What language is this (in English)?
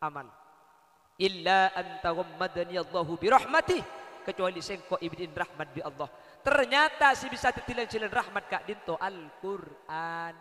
Madurese